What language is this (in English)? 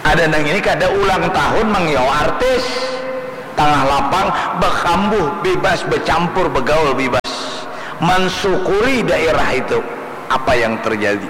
Banjar